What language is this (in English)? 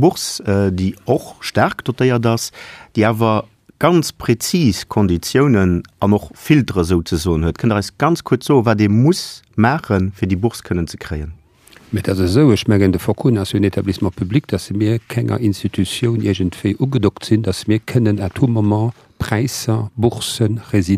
Luxembourgish